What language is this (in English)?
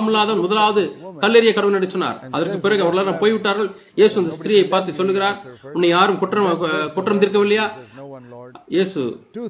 Tamil